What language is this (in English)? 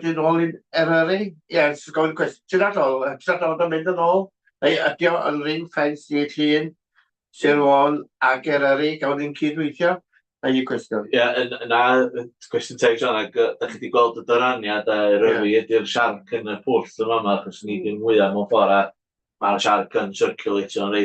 Welsh